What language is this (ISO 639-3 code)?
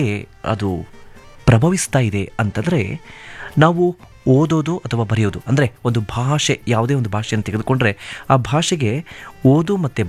kan